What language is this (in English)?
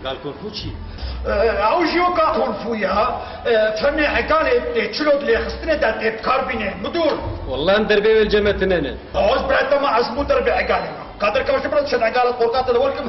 Kurdish